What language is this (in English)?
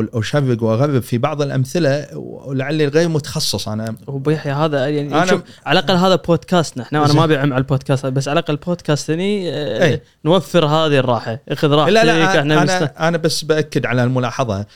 Gulf Arabic